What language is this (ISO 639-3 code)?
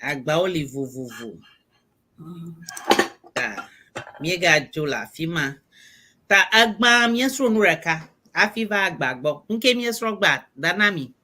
ewe